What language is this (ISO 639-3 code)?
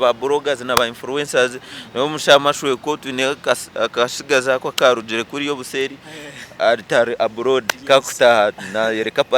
nyn